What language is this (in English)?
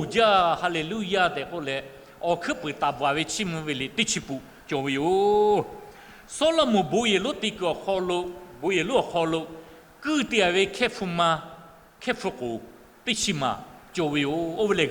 Lahu